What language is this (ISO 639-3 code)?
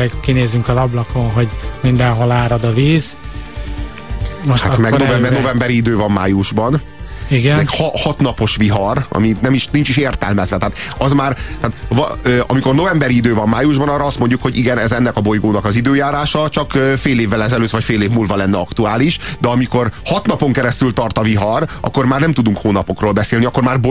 hun